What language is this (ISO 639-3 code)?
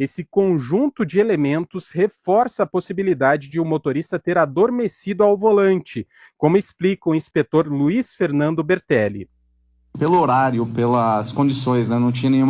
por